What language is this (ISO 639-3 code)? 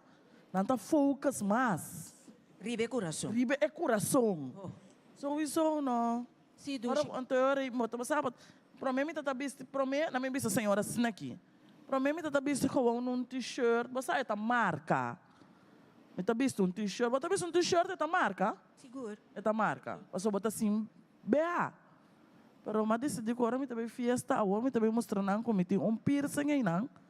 pap